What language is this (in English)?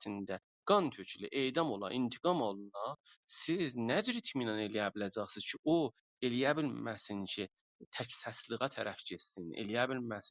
South Azerbaijani